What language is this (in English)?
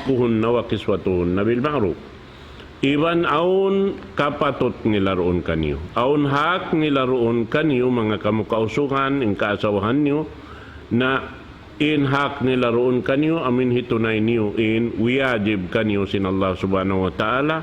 Tausug